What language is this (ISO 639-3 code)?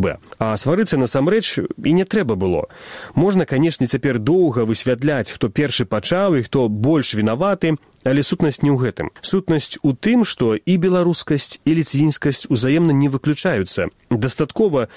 bel